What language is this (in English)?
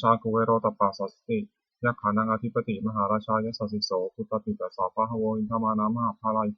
Pali